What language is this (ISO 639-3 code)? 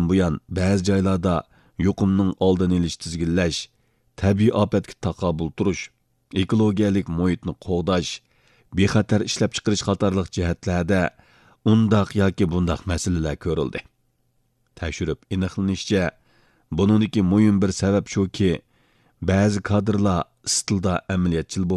uig